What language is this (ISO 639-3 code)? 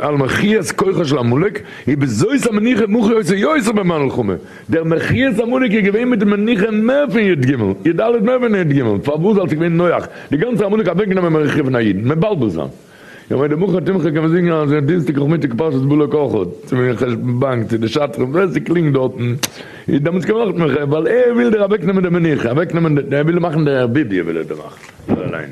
yid